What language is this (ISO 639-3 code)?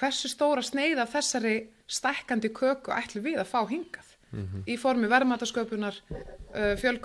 isl